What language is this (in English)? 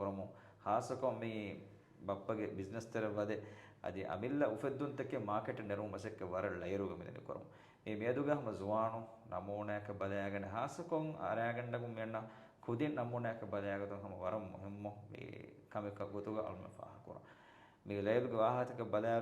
Divehi